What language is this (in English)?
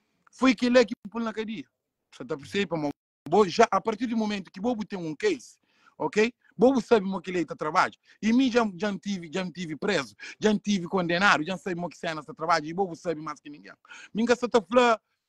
Kabuverdianu